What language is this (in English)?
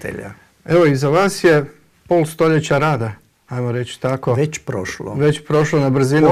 Croatian